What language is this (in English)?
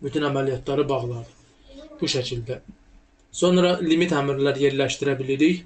Azerbaijani